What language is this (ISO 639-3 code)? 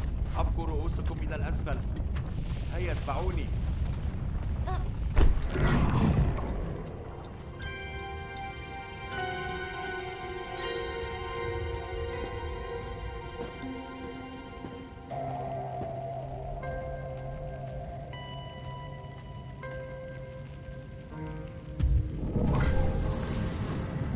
fra